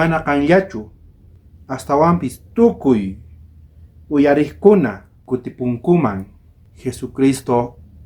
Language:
South Bolivian Quechua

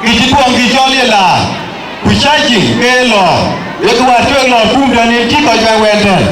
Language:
Dinka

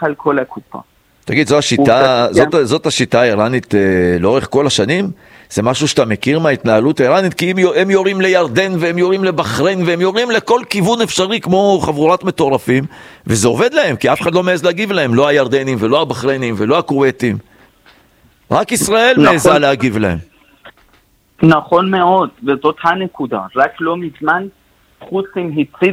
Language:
Hebrew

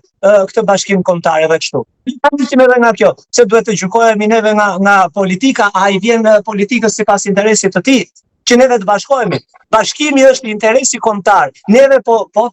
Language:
Albanian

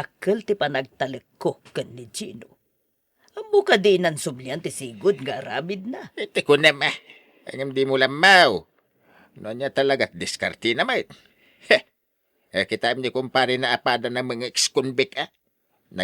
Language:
Iloko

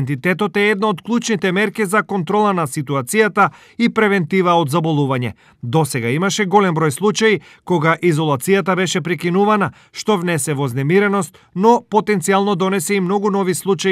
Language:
Macedonian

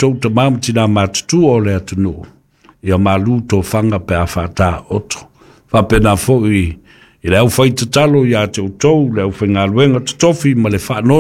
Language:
Samoan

